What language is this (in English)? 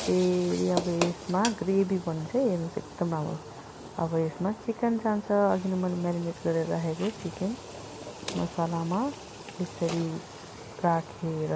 Nepali